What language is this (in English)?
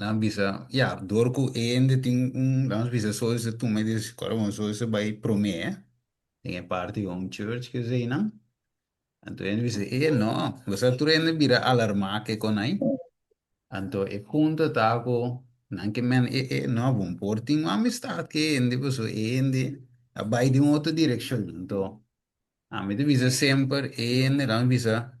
Papiamento